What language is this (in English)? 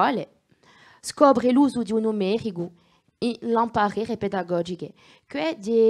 Corsican